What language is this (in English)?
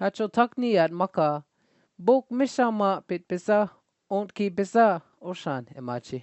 Choctaw